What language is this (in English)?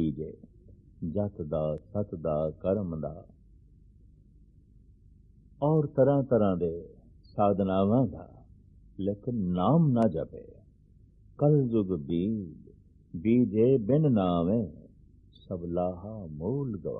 Punjabi